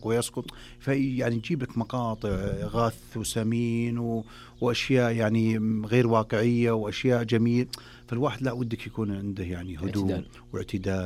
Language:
Najdi Arabic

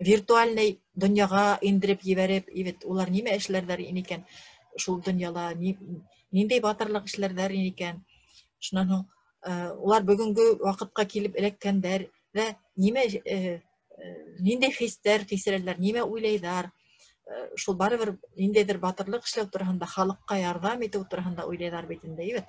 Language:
Bashkir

